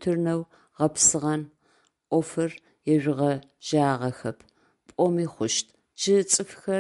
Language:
Adyghe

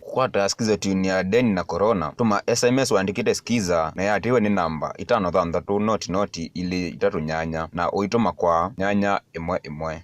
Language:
Kamba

